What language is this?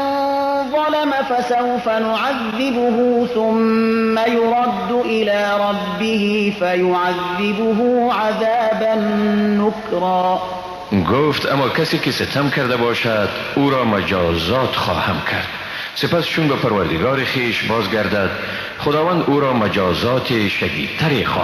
Persian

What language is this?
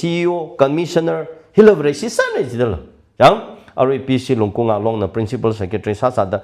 Tangkhul Naga (India)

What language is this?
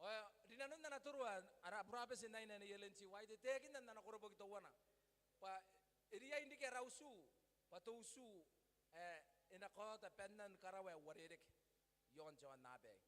Gilbertese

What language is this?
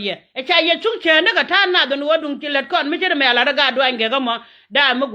Nuer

